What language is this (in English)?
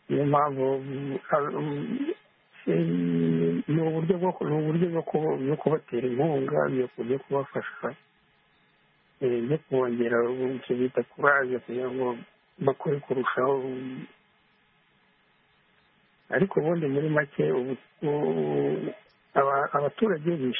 Kinyarwanda